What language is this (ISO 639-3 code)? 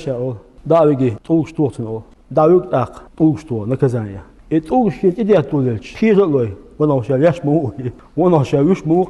che